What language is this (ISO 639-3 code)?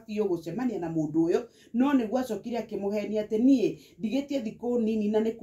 kik